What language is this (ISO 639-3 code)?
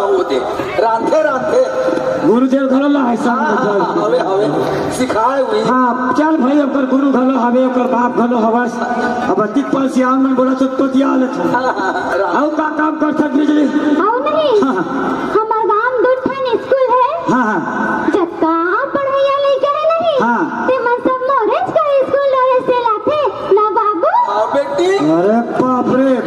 hne